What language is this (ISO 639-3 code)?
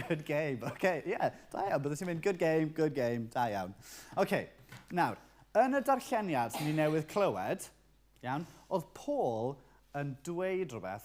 cym